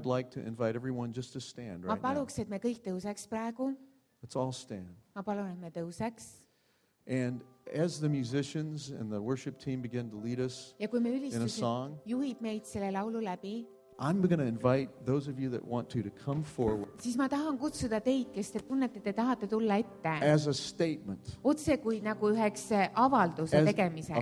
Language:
Estonian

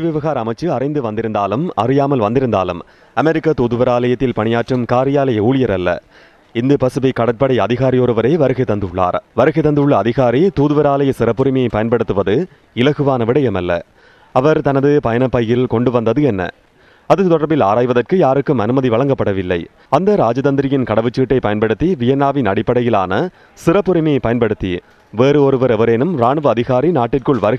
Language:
Tamil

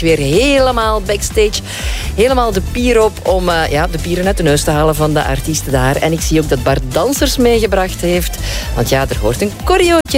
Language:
Dutch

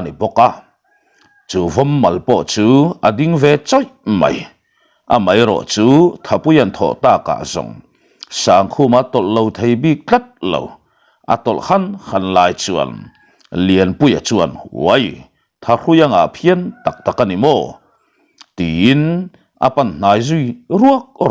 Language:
Mizo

